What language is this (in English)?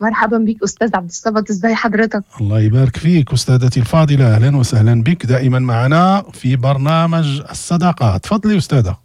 Moroccan Arabic